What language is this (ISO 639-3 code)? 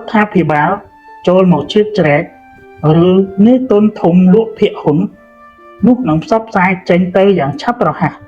khm